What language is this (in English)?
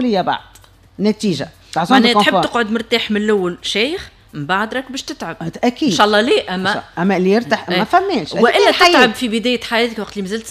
Tunisian Arabic